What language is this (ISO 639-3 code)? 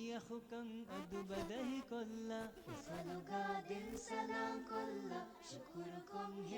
div